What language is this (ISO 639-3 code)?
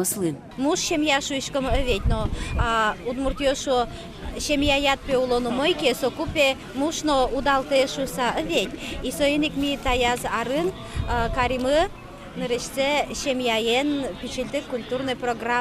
udm